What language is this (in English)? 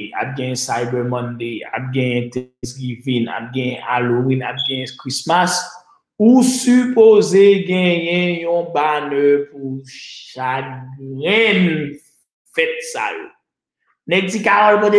Haitian Creole